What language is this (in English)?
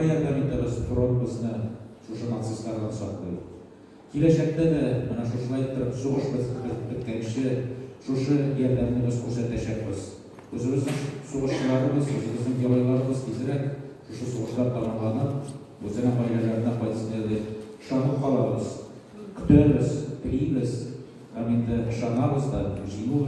Tatar